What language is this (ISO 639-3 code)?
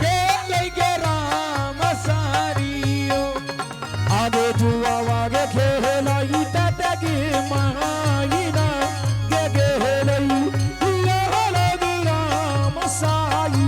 anp